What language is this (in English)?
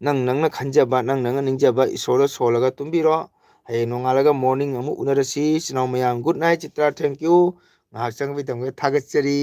Manipuri